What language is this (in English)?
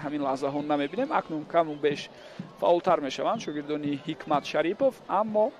Tajik